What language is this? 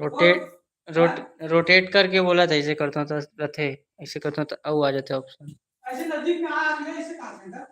Chhattisgarhi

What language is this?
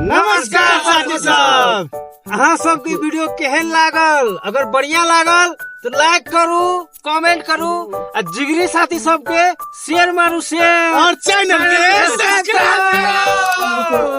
Maithili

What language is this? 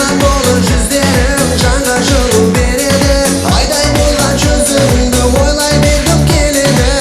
Kara-Kalpak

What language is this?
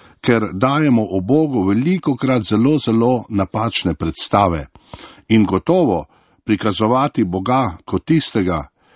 Slovenian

